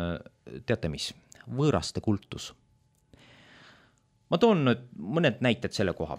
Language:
Estonian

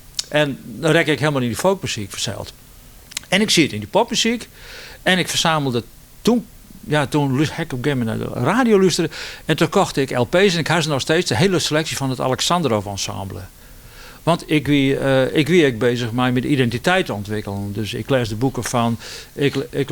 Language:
Western Frisian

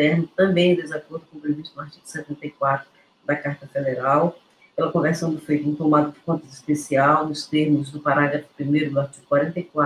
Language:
Portuguese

